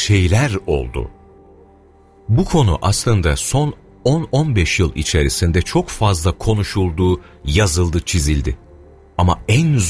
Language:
Turkish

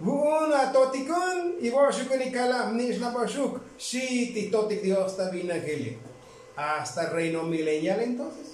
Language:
Tzotzil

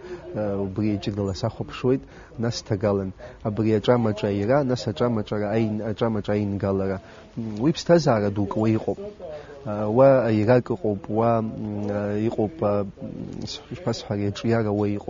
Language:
Abkhazian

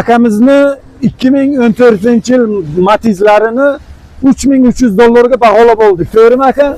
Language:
Uzbek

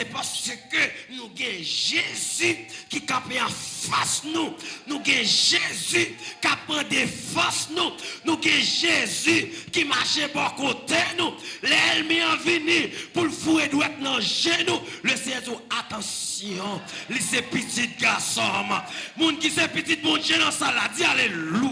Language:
Haitian Creole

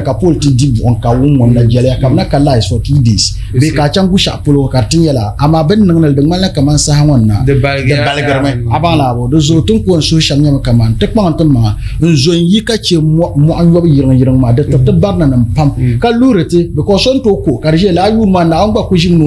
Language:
Dagbani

